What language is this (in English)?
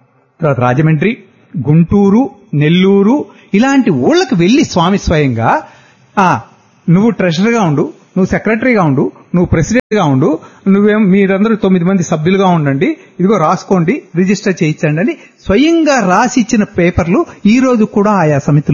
Telugu